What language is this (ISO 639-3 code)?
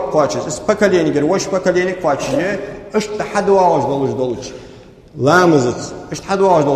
inh